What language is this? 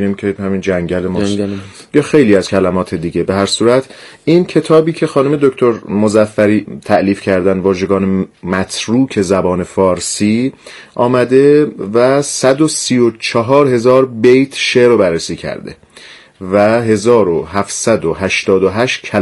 Persian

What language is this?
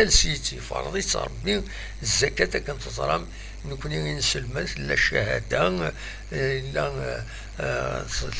Kabyle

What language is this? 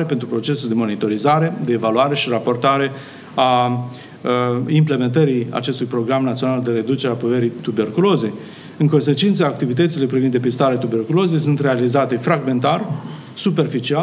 Romanian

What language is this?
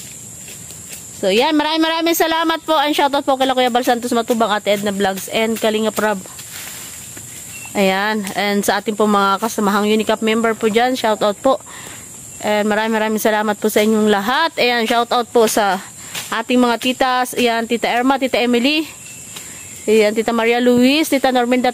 Filipino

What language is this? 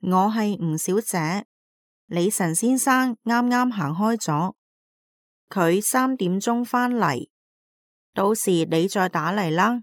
Cantonese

